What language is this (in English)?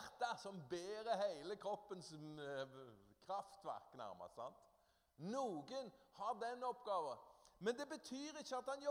Norwegian